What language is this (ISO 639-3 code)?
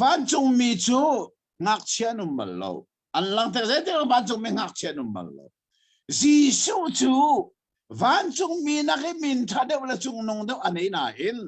cnh